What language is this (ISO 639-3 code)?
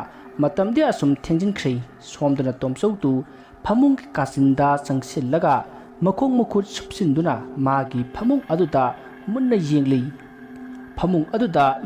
mni